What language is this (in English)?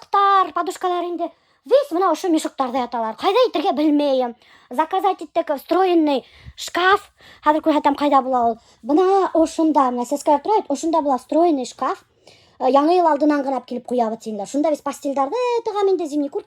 Bashkir